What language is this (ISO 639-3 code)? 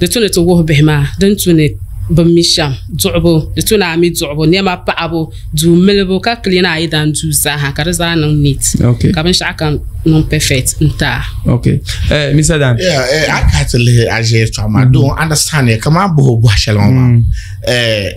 dag